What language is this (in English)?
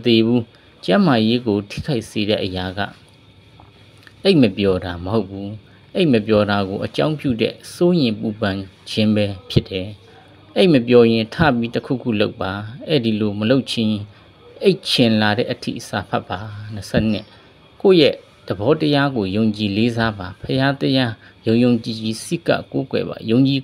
Burmese